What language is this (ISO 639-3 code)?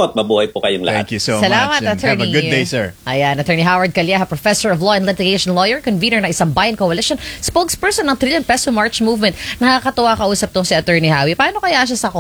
fil